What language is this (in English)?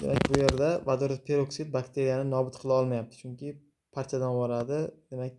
Uzbek